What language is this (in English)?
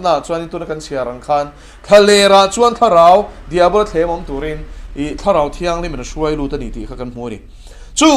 Mizo